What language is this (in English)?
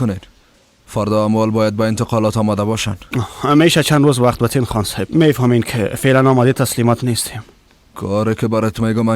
Persian